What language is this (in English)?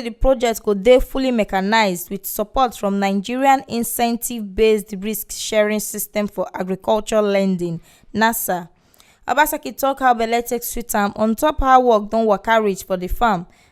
Nigerian Pidgin